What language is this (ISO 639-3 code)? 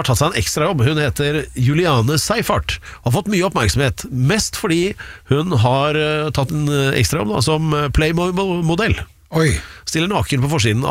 nor